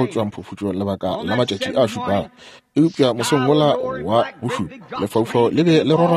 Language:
Northern Sotho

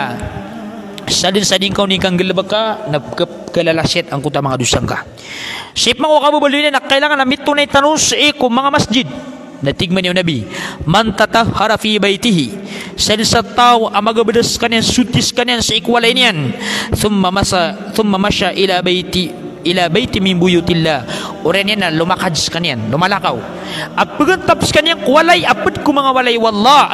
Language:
Maranao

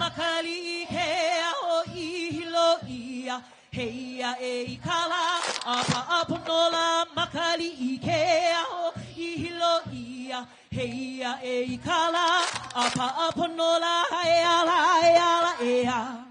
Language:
Hawaiian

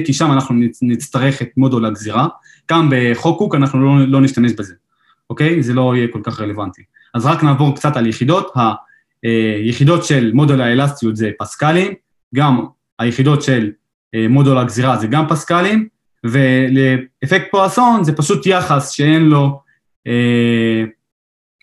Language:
Hebrew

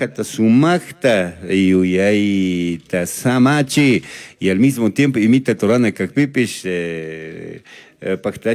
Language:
Chimborazo Highland Quichua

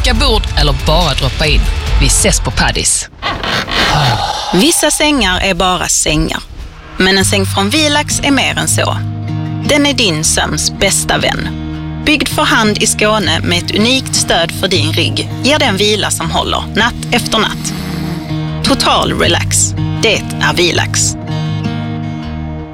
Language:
Swedish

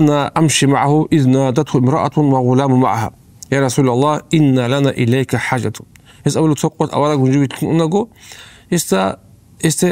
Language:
Avaric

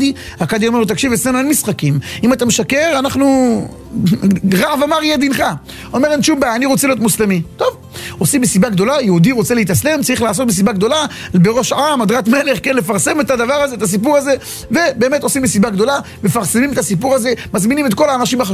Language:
Hebrew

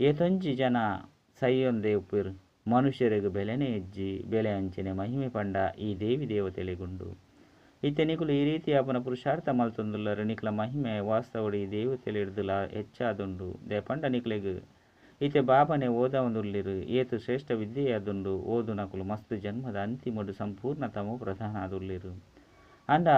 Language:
Tulu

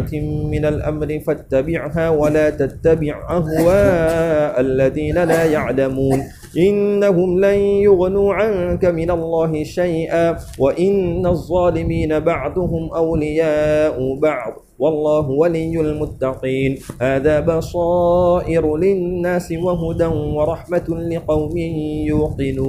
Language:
Arabic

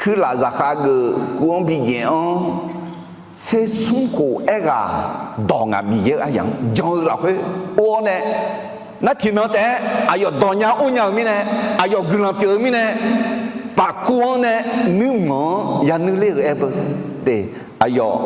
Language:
Akha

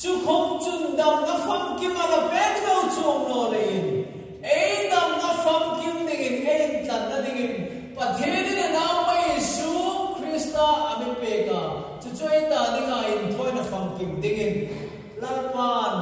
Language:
Hmar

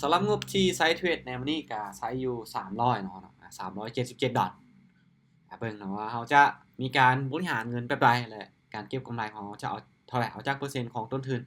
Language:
Lao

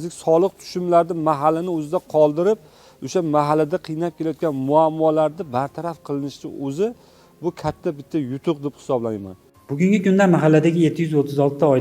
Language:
Uzbek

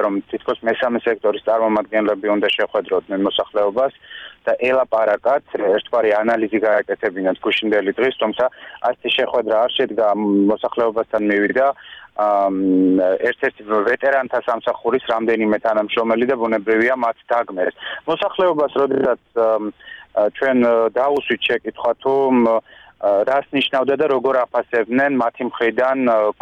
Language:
Georgian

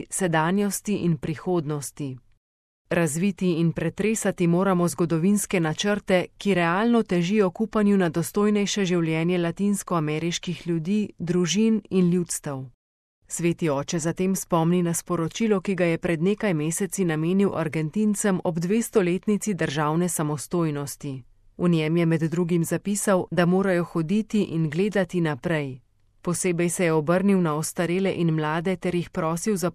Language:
Slovenian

